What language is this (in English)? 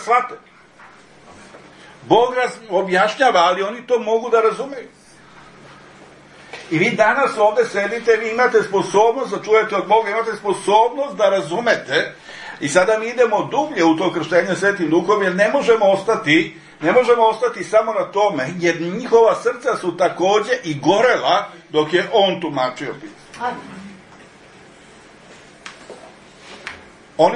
Serbian